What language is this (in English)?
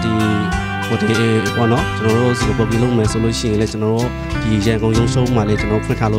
Burmese